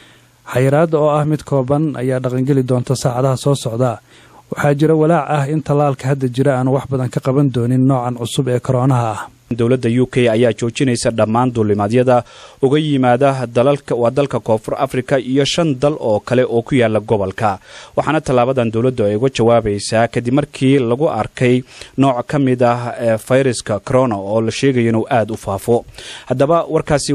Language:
Somali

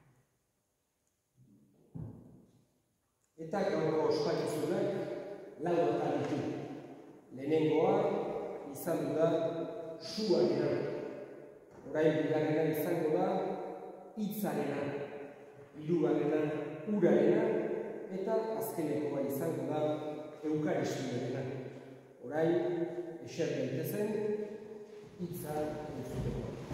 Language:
Basque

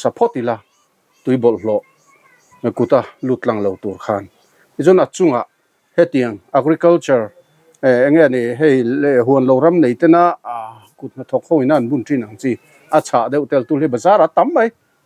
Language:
Mizo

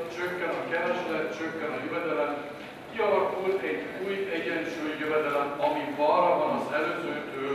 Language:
Hungarian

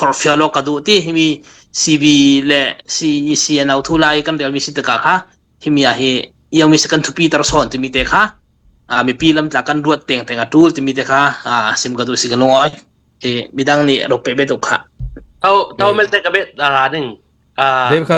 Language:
Falam Chin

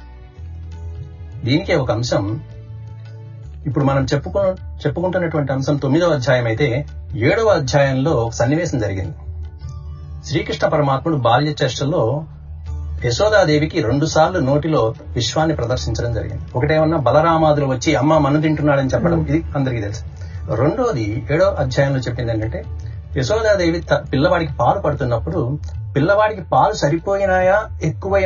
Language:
Telugu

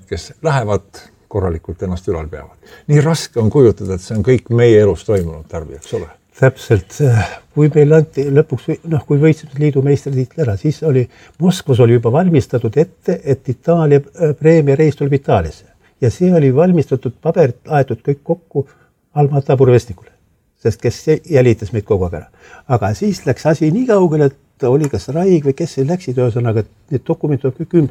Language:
Estonian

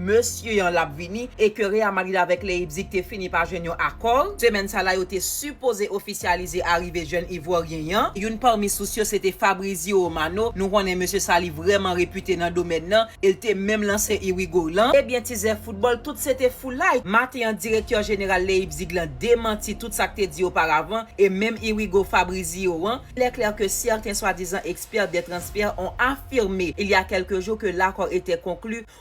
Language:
Haitian Creole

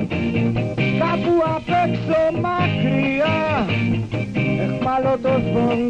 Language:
Greek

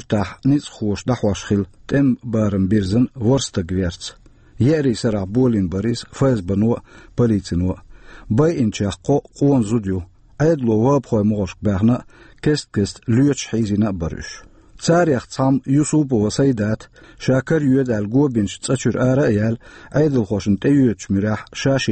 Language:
Chechen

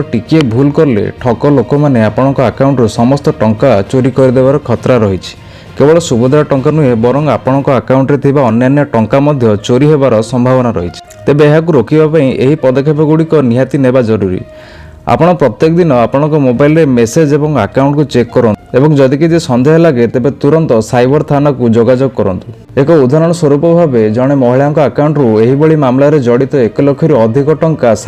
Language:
Odia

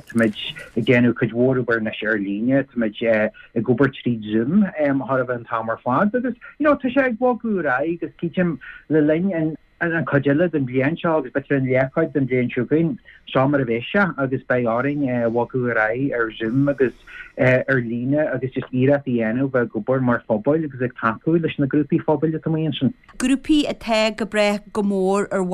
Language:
Irish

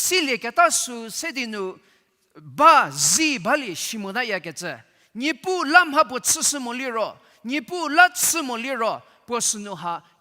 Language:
Angami Naga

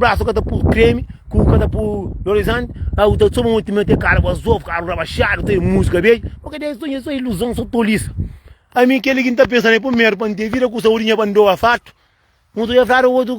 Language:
Kabuverdianu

